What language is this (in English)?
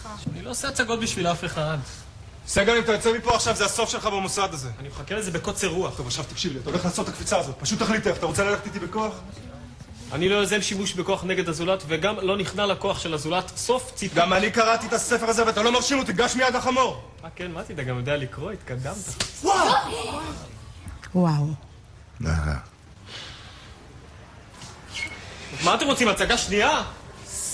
Hebrew